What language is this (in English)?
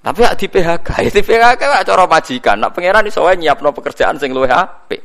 Javanese